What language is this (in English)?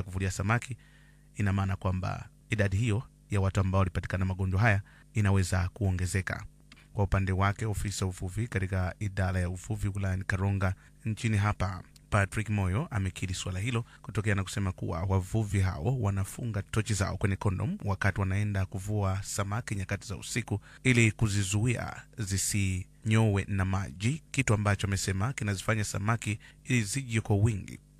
Swahili